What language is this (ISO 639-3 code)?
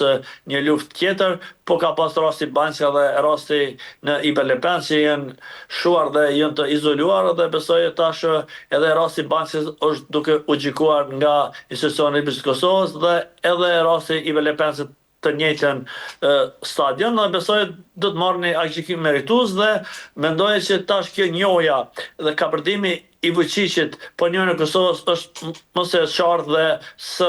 sqi